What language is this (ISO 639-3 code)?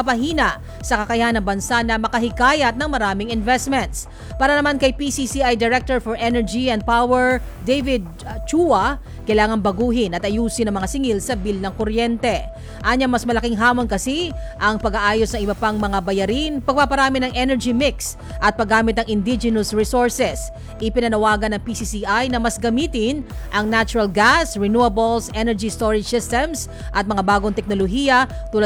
fil